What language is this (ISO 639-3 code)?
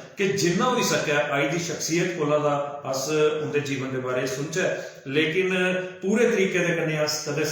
doi